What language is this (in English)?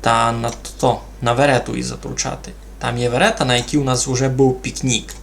Rusyn